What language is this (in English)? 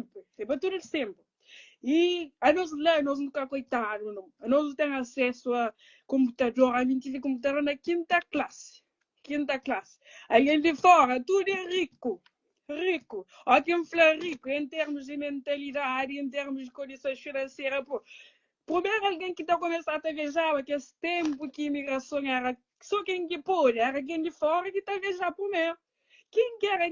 Kabuverdianu